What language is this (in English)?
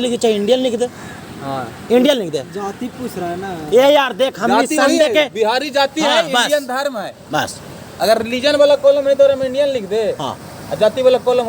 Magahi